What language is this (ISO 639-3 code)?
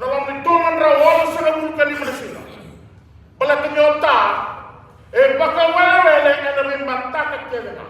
fij